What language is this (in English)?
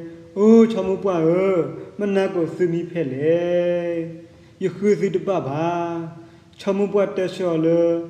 S'gaw Karen